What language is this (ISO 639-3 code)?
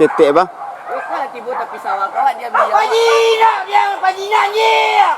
min